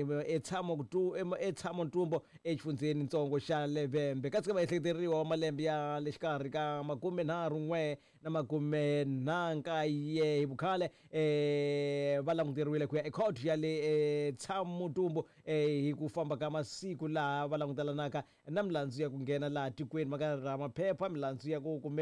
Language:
Tsonga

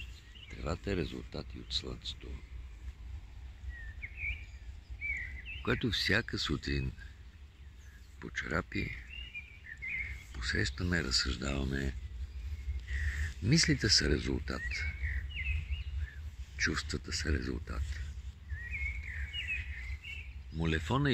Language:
Bulgarian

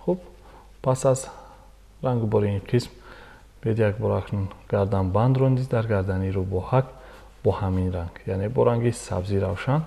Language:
Tajik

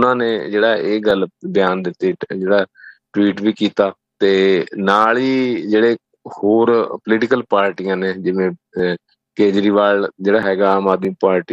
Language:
Punjabi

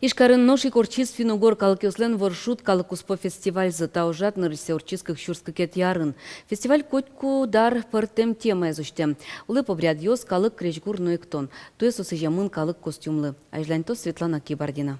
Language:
Udmurt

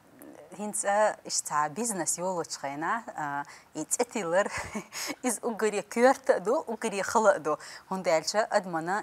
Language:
Chechen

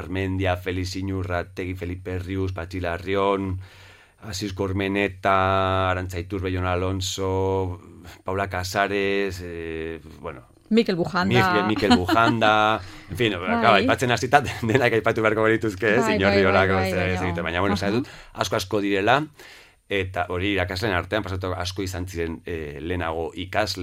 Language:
Basque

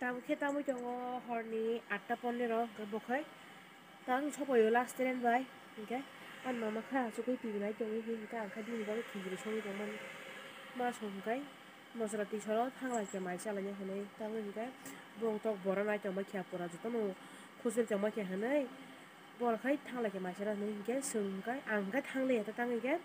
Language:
Kok Borok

